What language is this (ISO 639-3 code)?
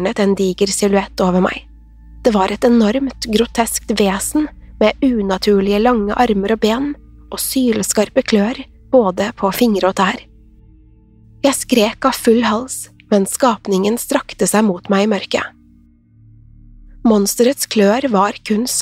nor